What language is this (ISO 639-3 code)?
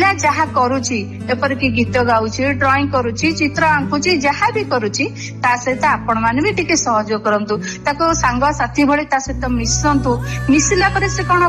ori